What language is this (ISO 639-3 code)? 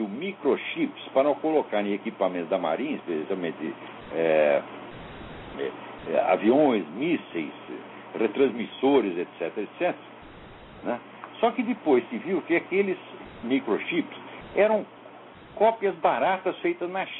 por